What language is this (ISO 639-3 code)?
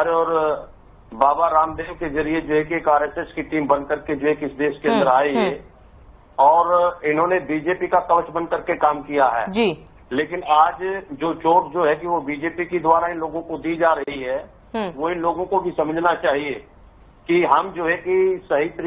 hin